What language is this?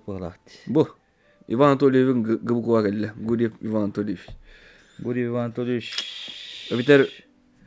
Yakut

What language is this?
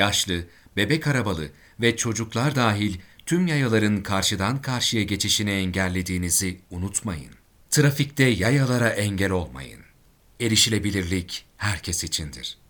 Turkish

